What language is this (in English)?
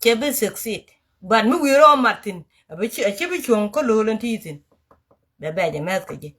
Nuer